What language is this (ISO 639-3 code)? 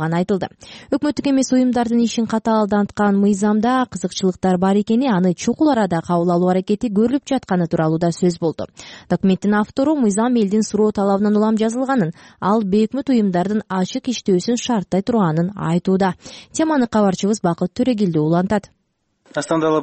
kir